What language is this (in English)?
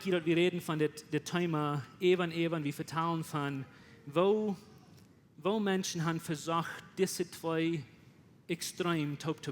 Plautdietsch